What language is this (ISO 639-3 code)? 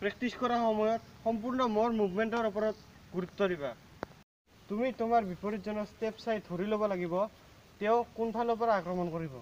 asm